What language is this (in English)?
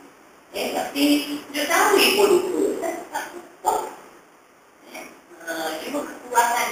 Malay